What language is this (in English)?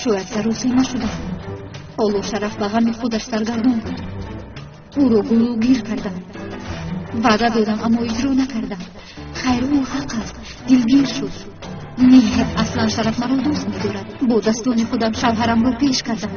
Tajik